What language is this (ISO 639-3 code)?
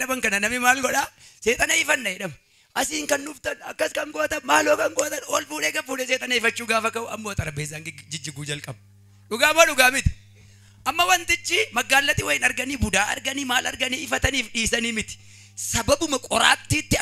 orm